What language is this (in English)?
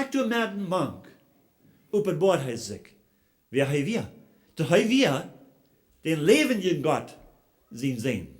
Plautdietsch